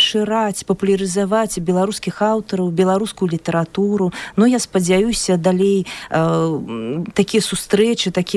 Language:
Belarusian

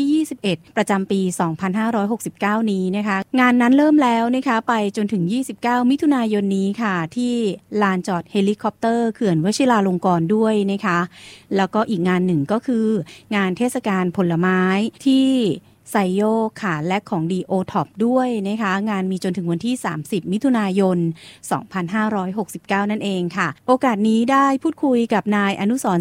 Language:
Thai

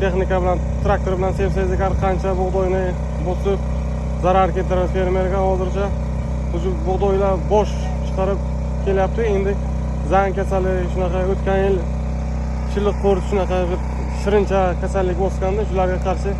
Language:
Uzbek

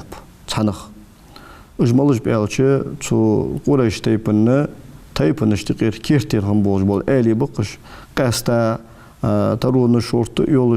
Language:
Ingush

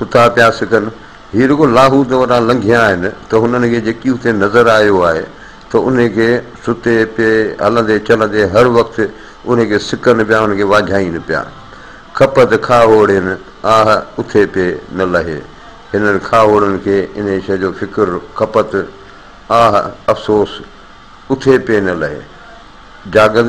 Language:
Sindhi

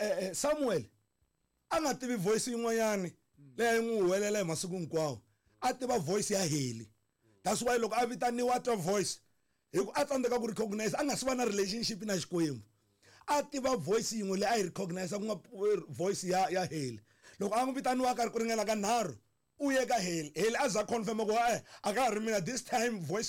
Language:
Tsonga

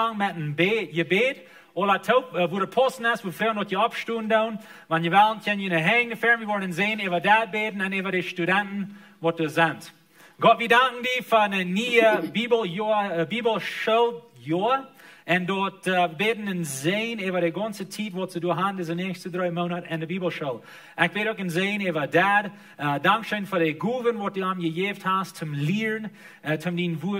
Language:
Plautdietsch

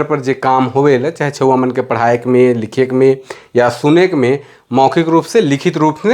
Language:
Sadri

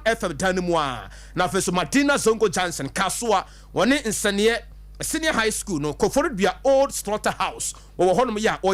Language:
Akan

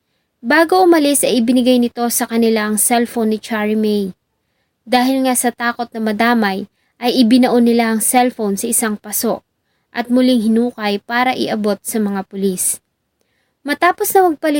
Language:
Filipino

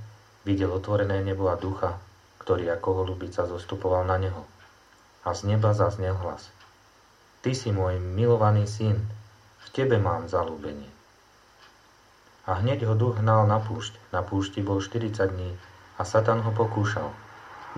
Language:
Slovak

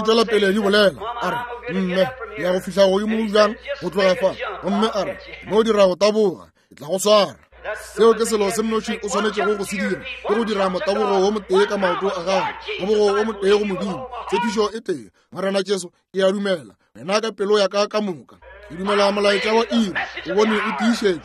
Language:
Northern Sotho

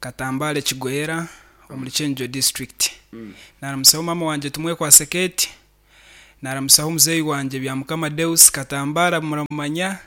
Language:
Nyankole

